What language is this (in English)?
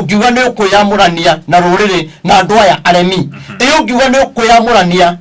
Kikuyu